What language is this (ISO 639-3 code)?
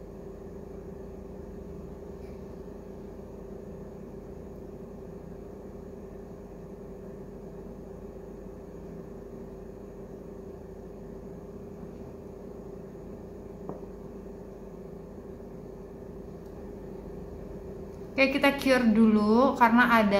ind